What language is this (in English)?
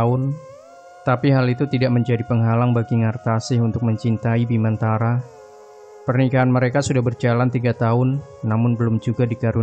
Indonesian